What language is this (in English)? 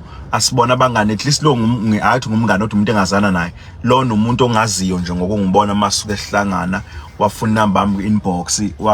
Zulu